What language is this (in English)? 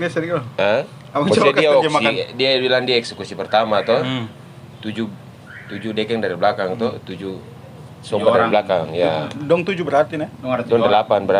Ambonese Malay